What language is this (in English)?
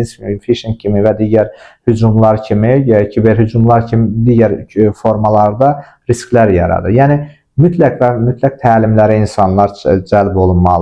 Azerbaijani